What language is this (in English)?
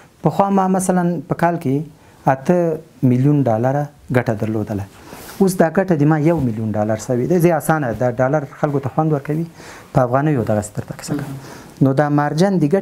Pashto